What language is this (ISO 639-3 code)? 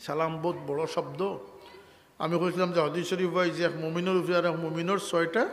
syl